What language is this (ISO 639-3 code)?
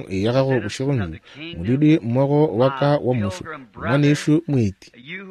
nso